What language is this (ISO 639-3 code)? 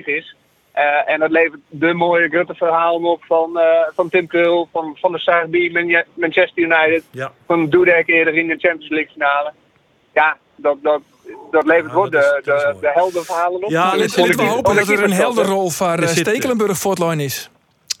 fry